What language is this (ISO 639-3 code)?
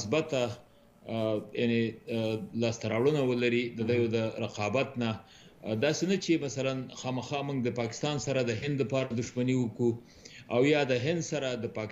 pus